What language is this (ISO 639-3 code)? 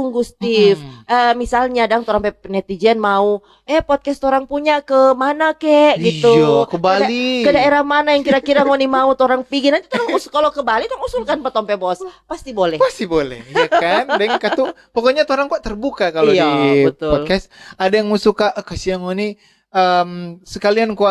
xmm